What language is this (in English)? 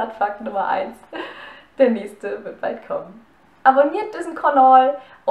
Low German